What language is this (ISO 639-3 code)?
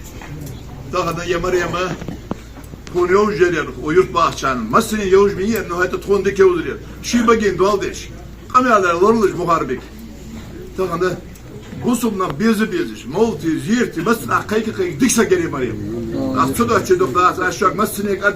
inh